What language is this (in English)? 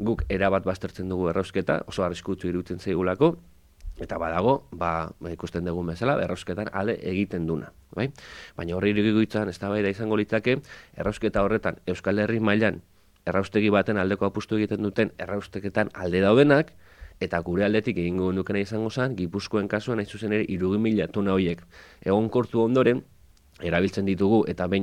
Basque